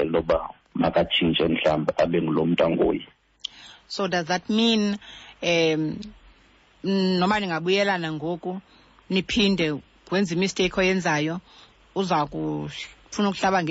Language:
Xhosa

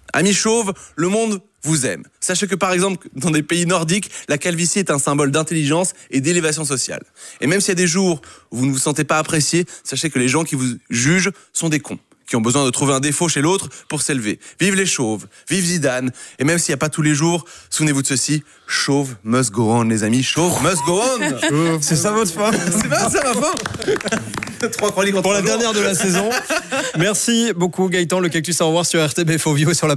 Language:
French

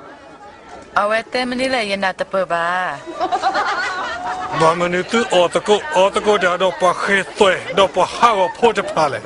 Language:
S'gaw Karen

